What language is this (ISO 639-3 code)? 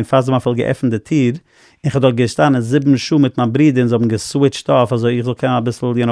yid